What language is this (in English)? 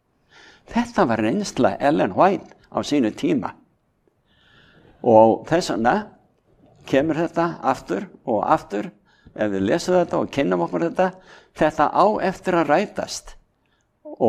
Icelandic